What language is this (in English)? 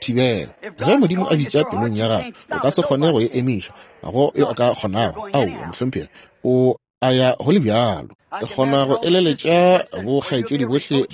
Northern Sotho